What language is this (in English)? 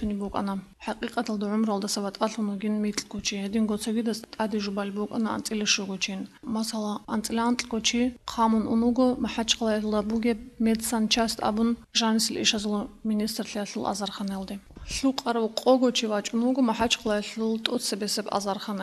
Avaric